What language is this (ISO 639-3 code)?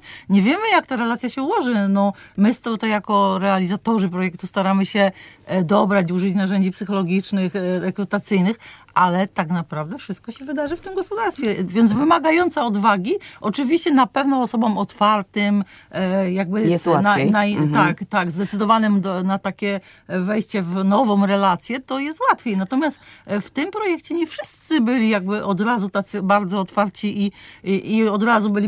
pol